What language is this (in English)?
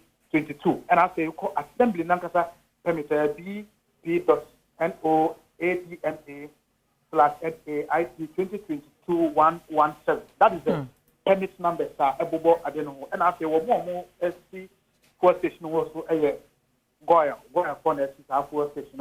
Akan